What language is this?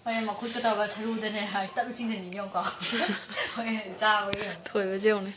Manipuri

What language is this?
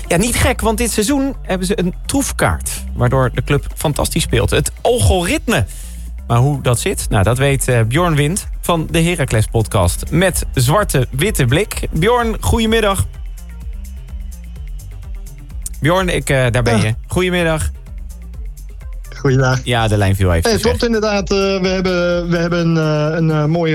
Dutch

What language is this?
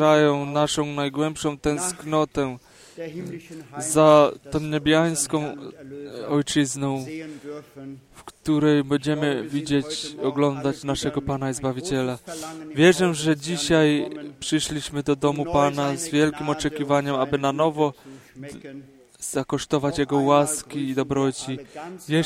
Polish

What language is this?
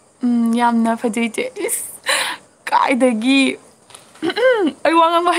Manipuri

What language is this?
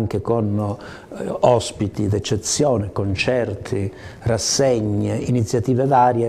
Italian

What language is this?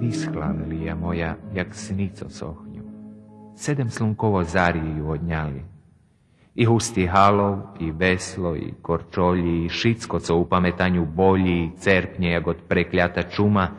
Rusyn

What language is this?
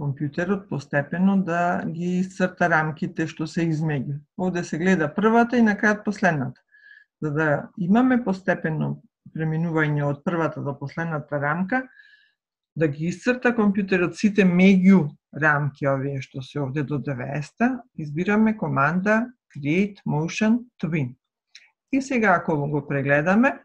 Macedonian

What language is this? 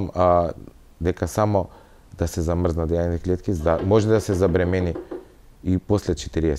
Macedonian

